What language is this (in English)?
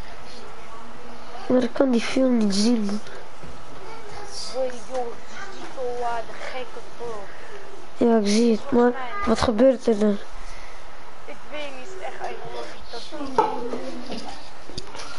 Dutch